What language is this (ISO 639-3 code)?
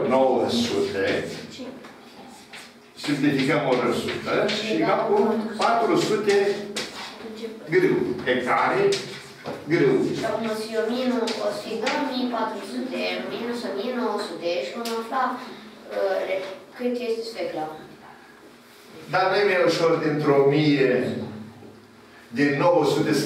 ron